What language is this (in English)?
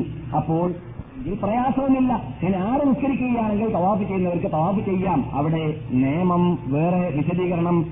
Malayalam